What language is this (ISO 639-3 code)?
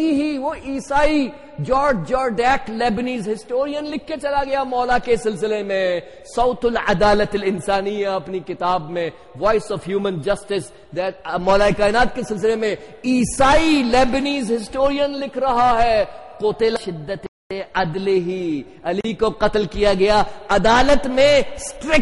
urd